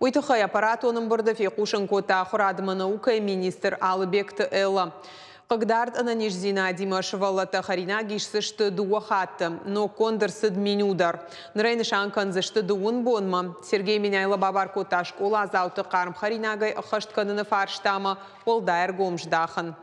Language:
Ossetic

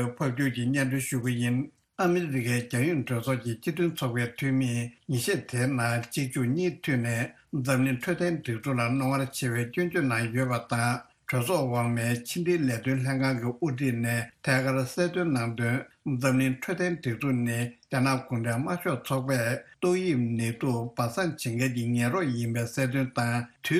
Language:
Tibetan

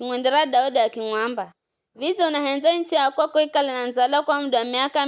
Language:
Giryama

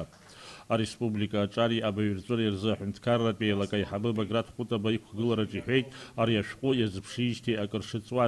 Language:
Abkhazian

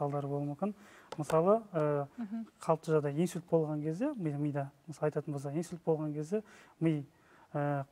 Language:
Kazakh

